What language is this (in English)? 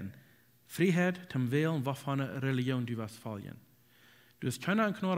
Plautdietsch